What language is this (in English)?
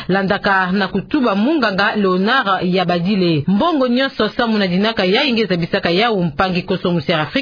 Kituba (Democratic Republic of Congo)